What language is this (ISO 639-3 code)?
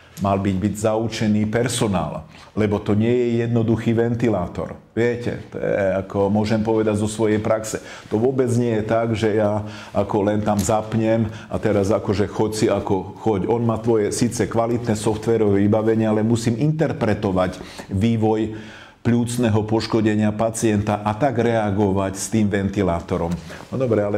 slk